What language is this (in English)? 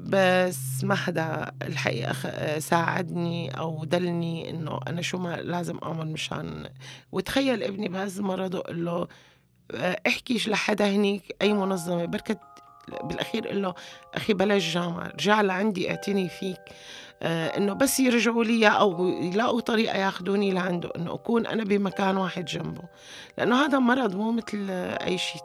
North Levantine Arabic